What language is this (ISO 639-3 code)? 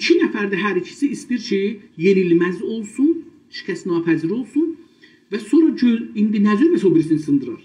azb